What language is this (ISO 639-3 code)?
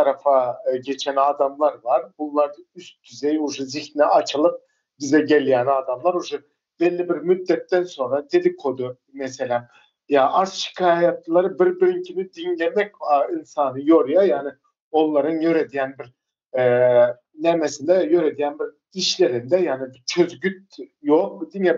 tuk